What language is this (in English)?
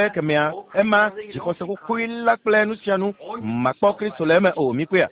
Ewe